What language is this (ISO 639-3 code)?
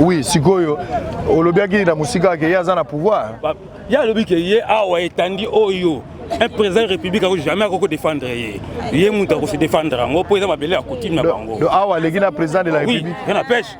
lin